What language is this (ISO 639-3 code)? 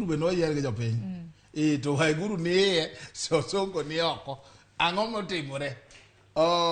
luo